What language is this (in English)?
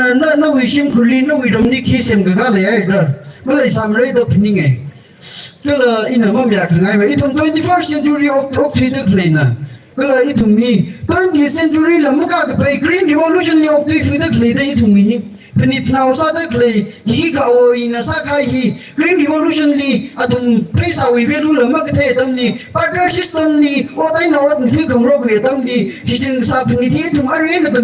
Tangkhul Naga (India)